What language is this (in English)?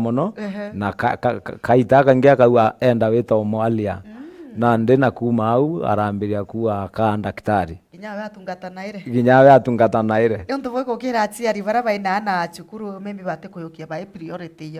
Meru